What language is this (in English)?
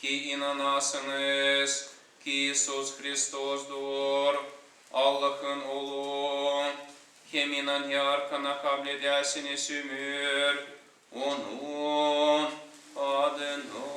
Gagauz